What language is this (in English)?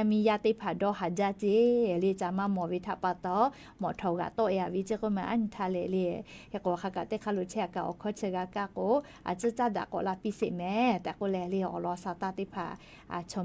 Lahu